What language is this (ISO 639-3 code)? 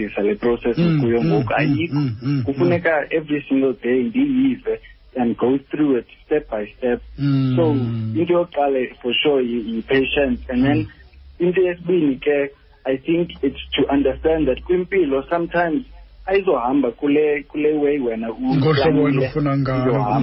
xho